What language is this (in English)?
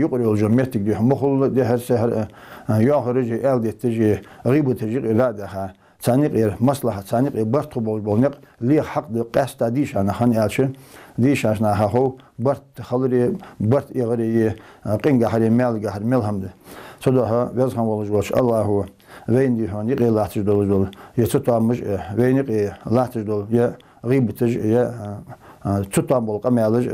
Ingush